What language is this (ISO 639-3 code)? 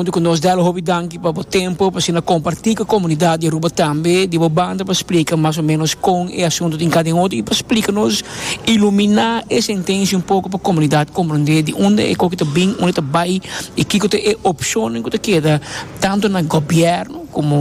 pap